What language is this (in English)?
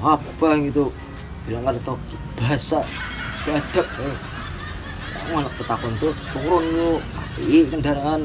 Banjar